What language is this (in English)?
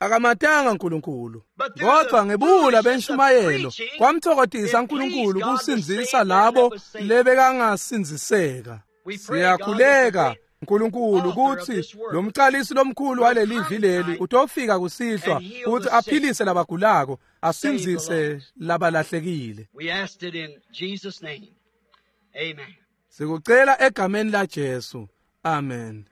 Swati